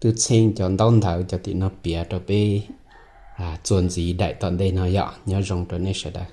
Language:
Hmong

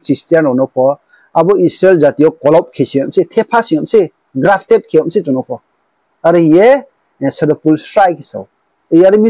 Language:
Riang (India)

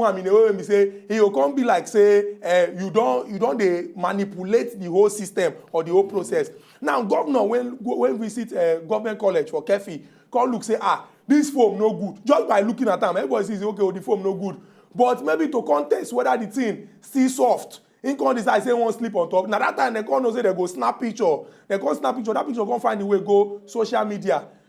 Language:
Nigerian Pidgin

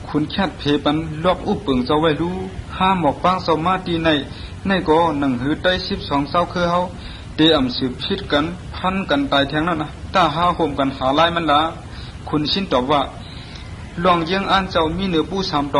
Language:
Shan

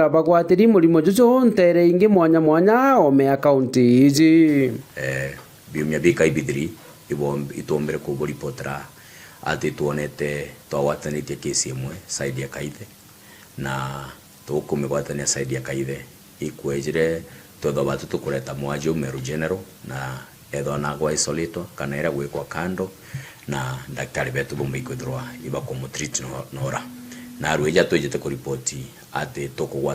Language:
Meru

